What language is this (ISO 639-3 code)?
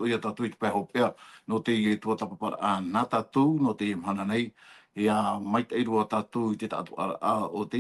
tah